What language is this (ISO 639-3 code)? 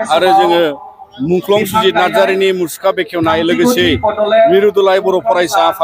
brx